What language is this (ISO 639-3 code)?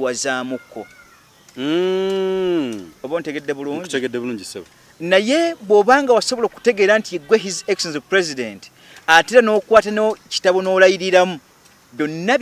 lug